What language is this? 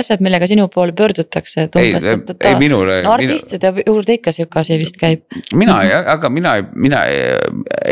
Estonian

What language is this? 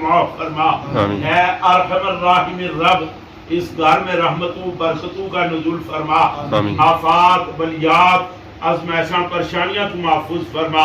Pahari-Potwari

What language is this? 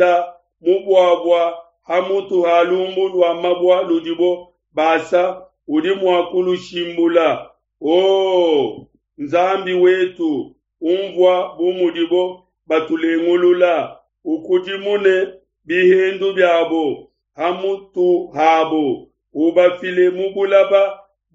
Luba-Lulua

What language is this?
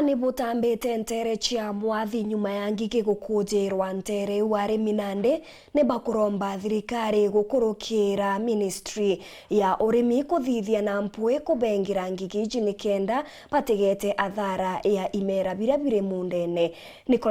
Meru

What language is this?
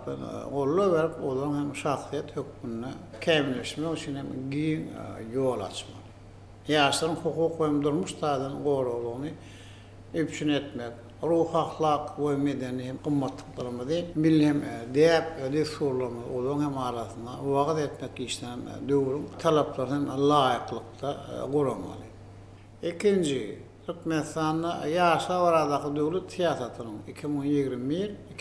Turkmen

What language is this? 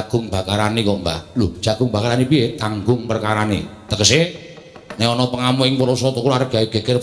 Javanese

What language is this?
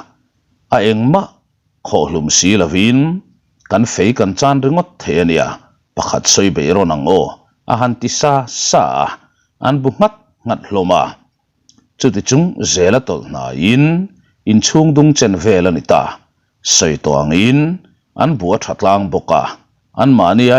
Mizo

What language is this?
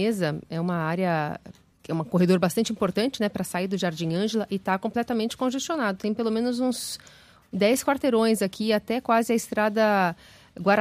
Portuguese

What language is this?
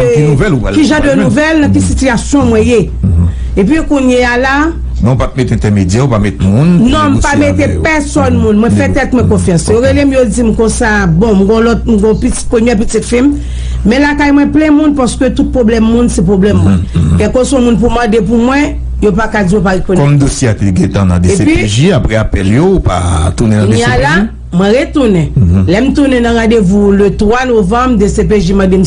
Haitian Creole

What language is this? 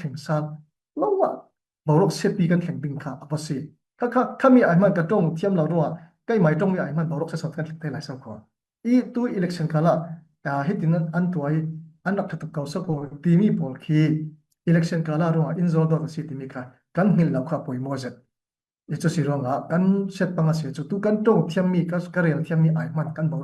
Falam Chin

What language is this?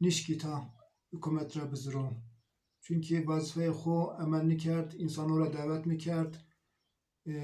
Zaza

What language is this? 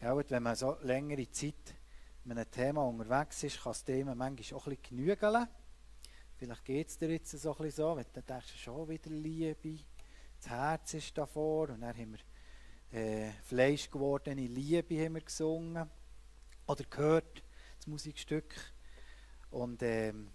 Swiss German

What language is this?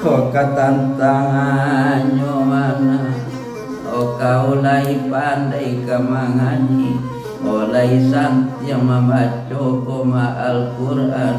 Minangkabau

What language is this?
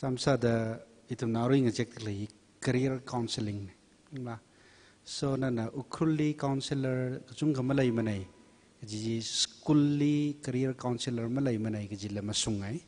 Tangkhul Naga (India)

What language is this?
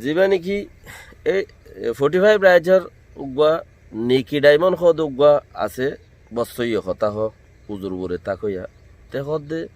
Rohingya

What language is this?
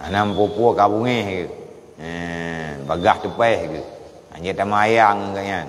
Achinese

